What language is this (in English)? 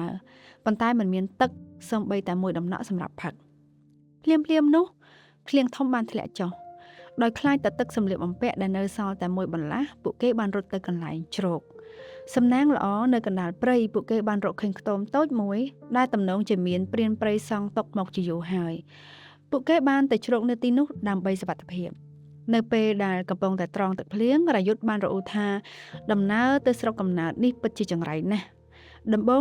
Khmer